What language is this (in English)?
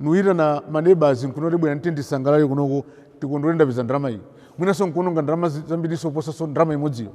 Nyanja